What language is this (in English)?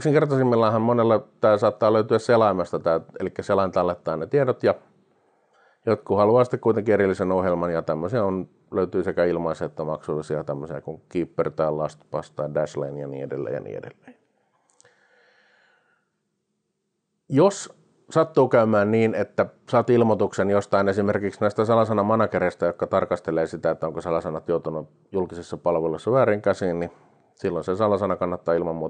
Finnish